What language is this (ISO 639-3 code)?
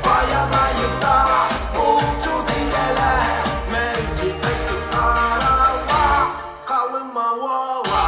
sah